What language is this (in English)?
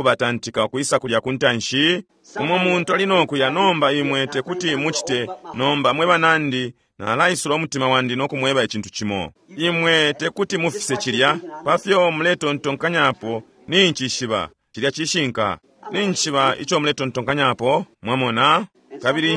Bemba